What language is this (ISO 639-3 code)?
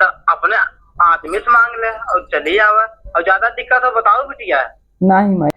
awa